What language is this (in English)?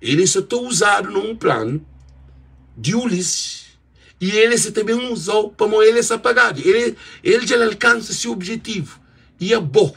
Kabuverdianu